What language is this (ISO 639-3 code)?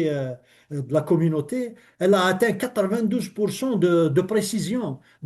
kab